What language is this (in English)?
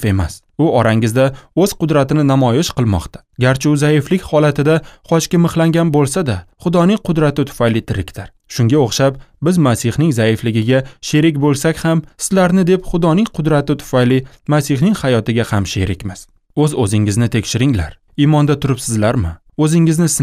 Uzbek